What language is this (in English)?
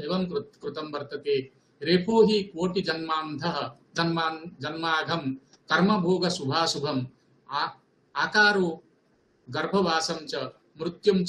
Sanskrit